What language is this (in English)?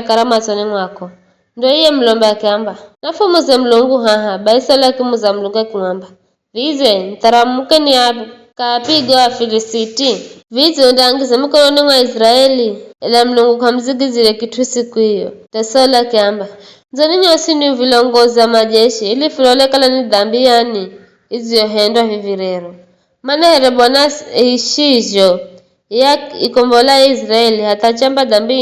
Giryama